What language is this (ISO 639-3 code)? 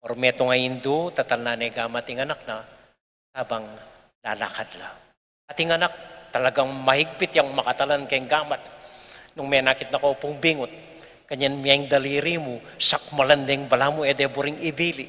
pam